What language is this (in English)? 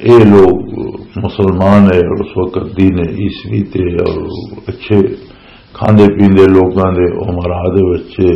Western Panjabi